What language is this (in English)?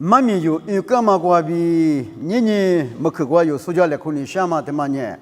Lisu